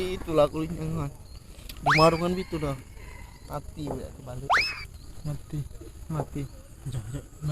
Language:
Musi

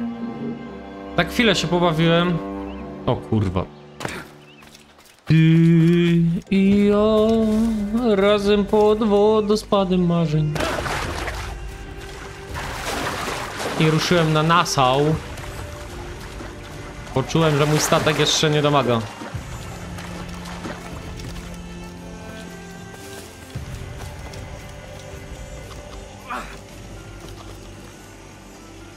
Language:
Polish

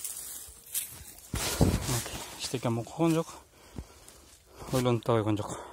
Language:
Kazakh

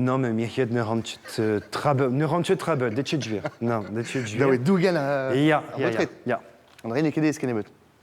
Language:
Breton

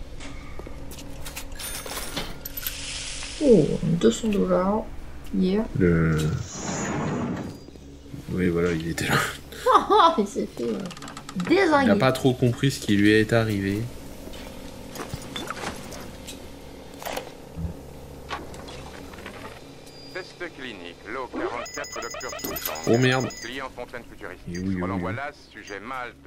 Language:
French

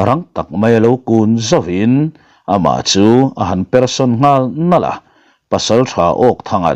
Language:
Mizo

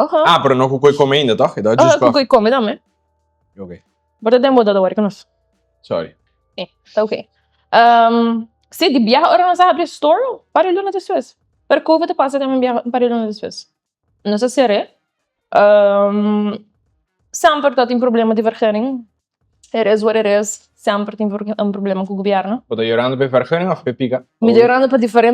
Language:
Papiamento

